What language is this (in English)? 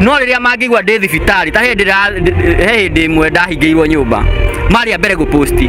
Kikuyu